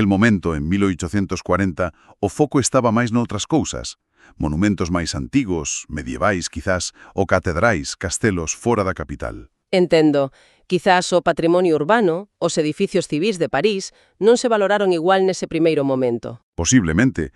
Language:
Galician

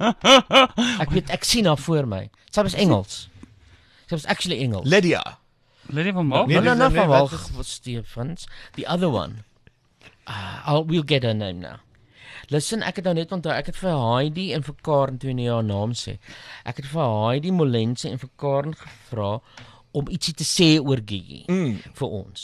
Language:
Afrikaans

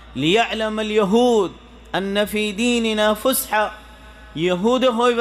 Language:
Rohingya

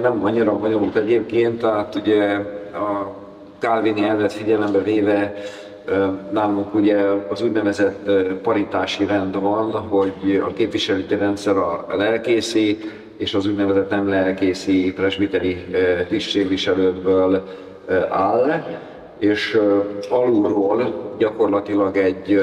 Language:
Hungarian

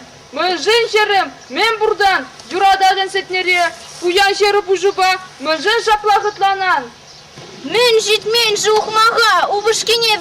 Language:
Chuvash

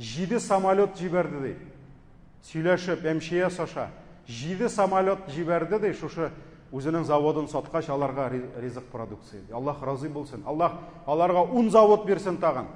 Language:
Tatar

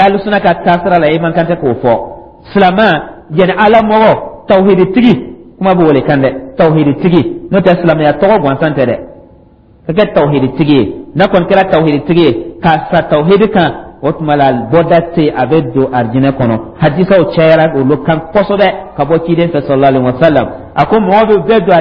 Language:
Dyula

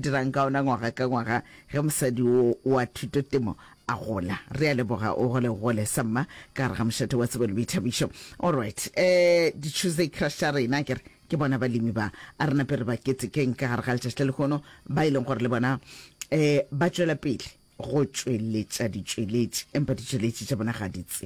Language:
Northern Sotho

